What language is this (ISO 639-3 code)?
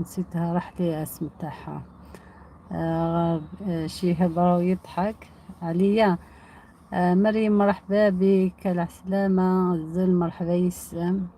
arq